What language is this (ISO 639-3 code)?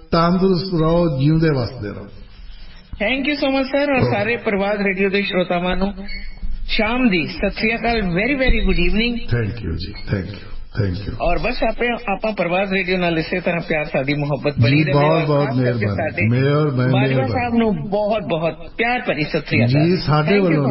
pan